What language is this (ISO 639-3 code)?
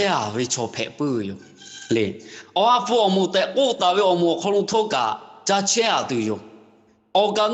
lhu